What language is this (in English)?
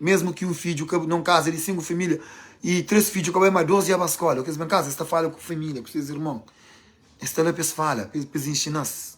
Kabuverdianu